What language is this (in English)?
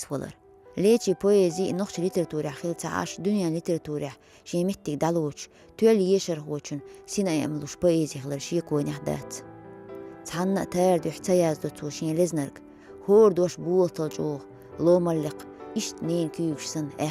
Chechen